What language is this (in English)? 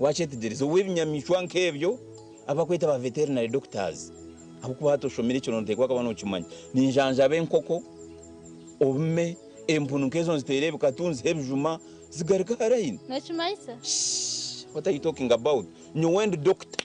Nyankole